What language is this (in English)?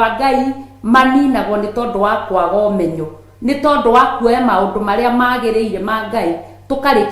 Kikuyu